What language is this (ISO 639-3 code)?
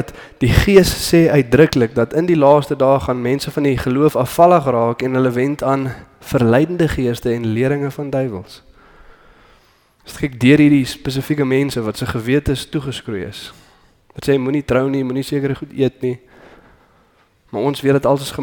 afr